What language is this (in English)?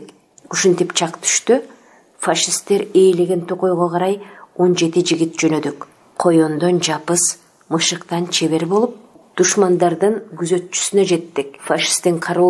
Kyrgyz